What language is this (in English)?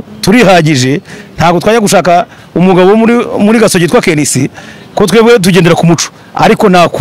Kinyarwanda